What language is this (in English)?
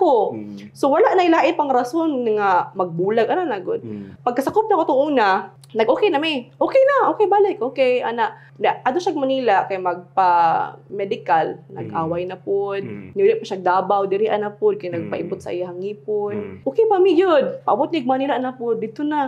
Cebuano